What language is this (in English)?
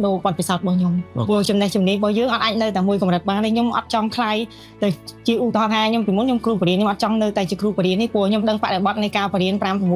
Khmer